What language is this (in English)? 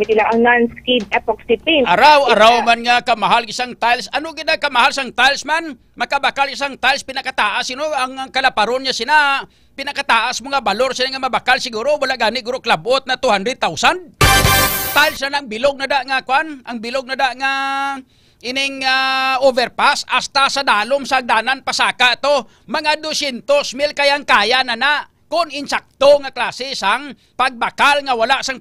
Hiligaynon